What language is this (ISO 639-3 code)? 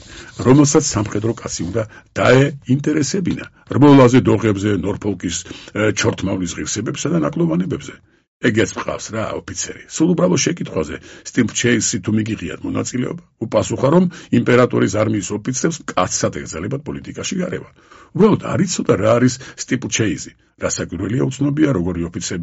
kat